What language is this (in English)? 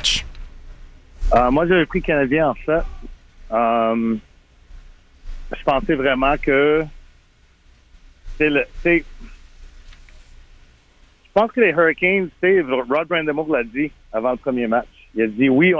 French